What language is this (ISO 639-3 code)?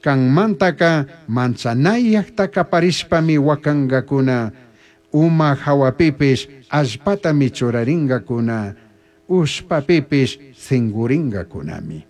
qug